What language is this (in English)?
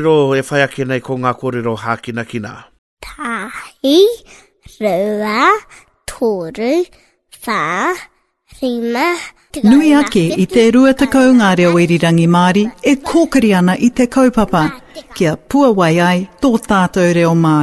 Māori